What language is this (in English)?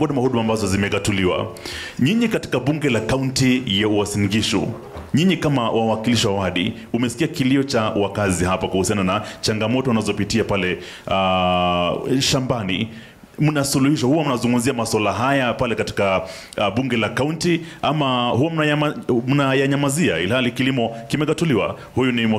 Swahili